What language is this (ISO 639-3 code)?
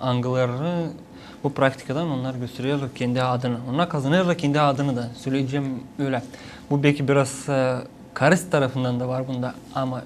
gag